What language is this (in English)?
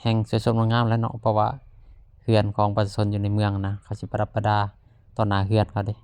Lao